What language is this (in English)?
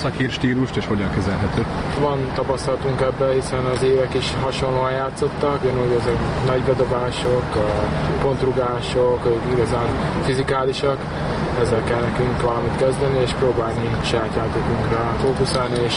Hungarian